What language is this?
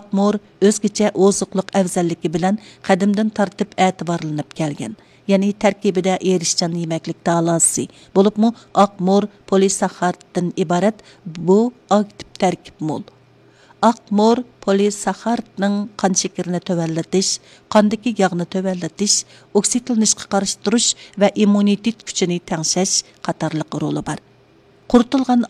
Uyghur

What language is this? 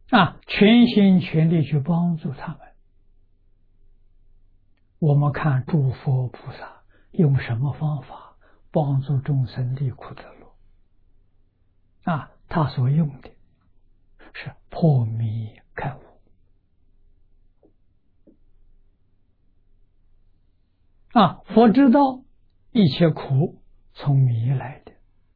Chinese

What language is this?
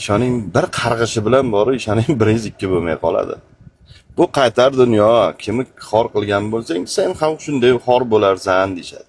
Uzbek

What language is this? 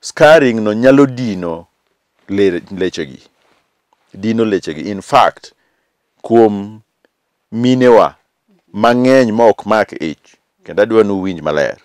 Luo (Kenya and Tanzania)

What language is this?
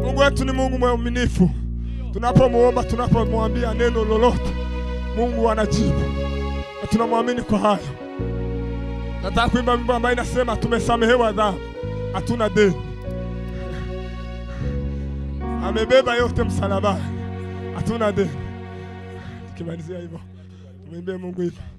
Swahili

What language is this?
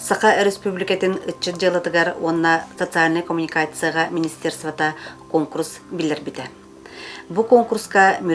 Yakut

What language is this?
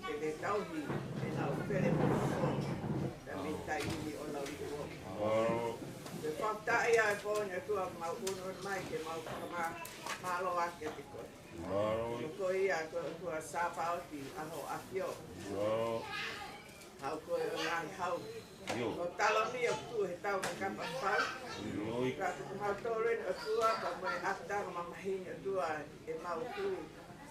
Tongan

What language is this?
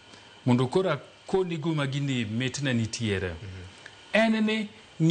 Luo (Kenya and Tanzania)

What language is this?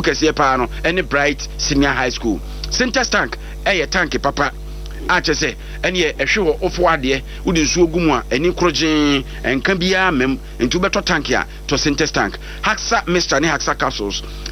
Akan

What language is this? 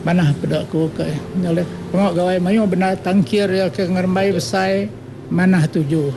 Iban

